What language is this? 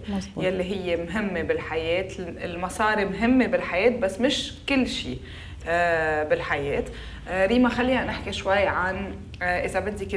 North Levantine Arabic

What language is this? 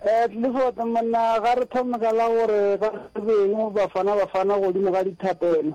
Northern Sotho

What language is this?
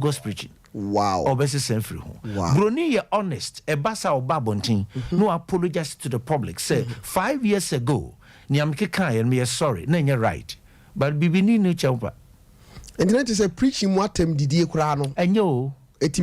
Akan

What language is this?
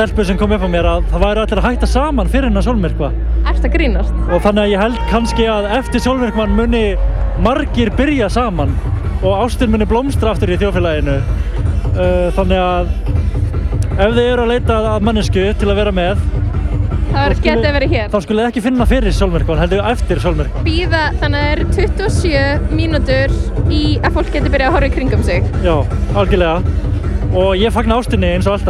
Icelandic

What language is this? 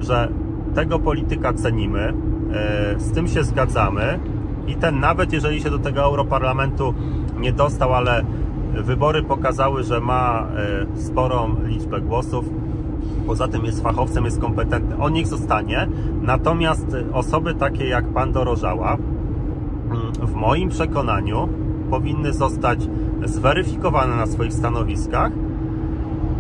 Polish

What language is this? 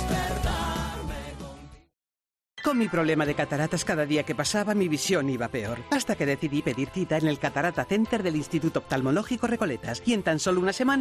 Spanish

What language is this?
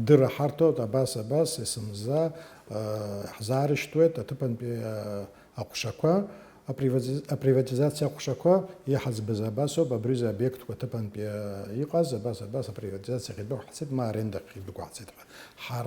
Abkhazian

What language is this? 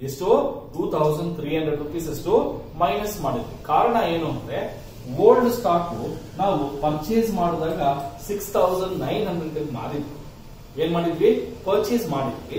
Kannada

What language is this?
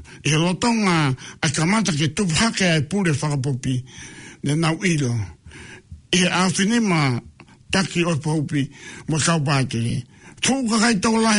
Tongan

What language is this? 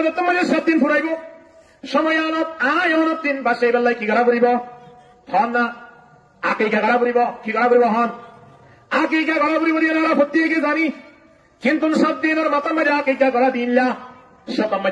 Rohingya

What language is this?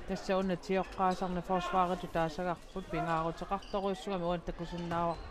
Kalaallisut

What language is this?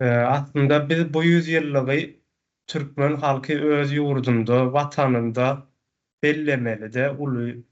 Turkmen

